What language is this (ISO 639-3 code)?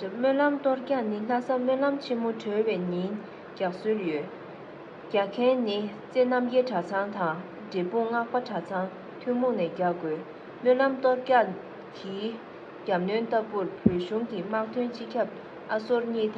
bod